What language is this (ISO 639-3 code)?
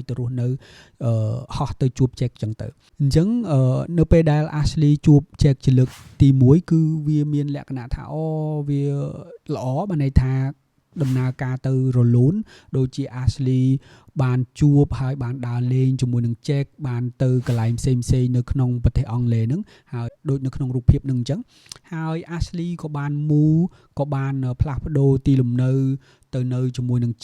khm